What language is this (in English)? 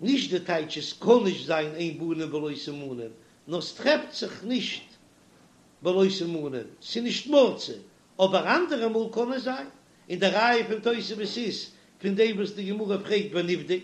Yiddish